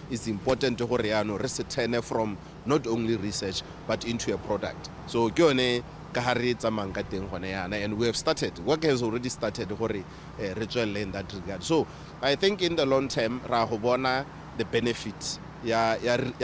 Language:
Tswana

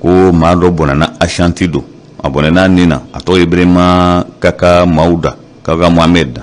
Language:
Bambara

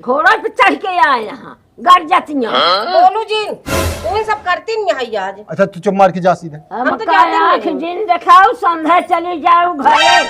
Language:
Awadhi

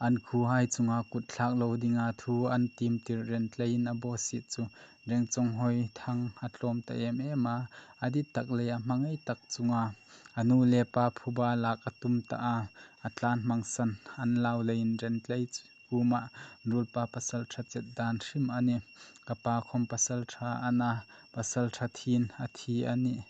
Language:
Hmar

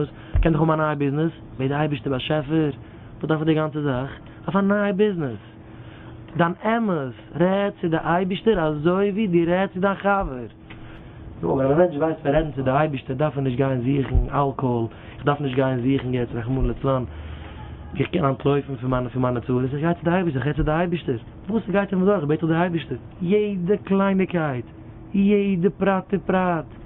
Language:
Yiddish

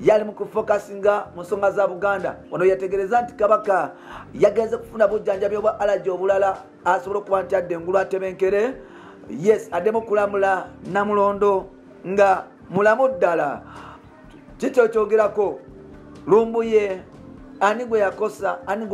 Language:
Ganda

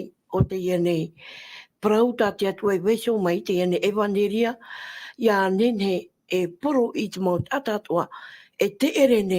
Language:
Tahitian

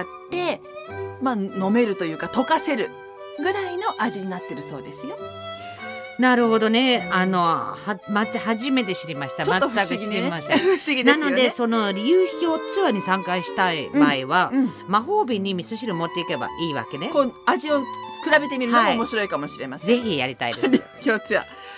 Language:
Japanese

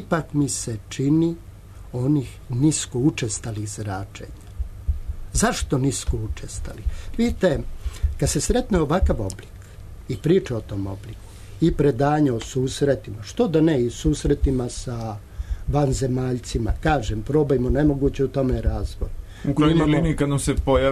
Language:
Serbian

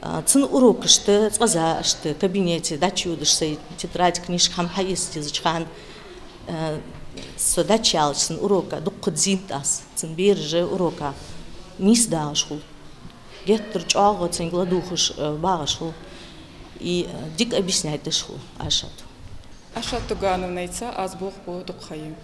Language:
Ingush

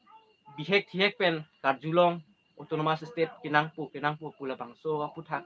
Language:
Karbi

